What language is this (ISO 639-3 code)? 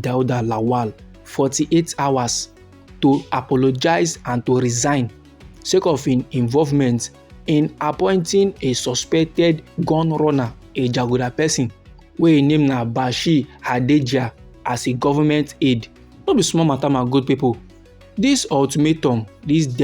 pcm